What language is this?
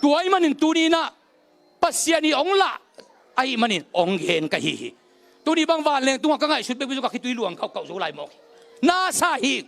Tedim Chin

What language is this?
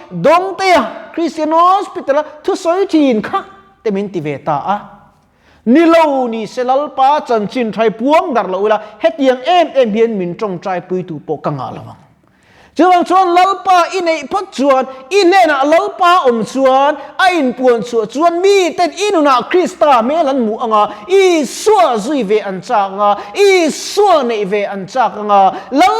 Mizo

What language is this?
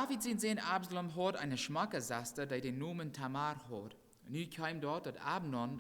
Plautdietsch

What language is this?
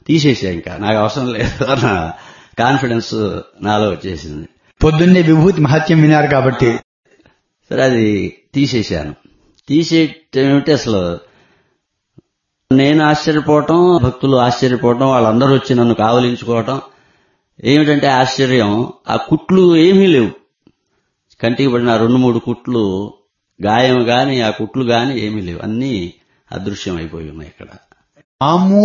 Telugu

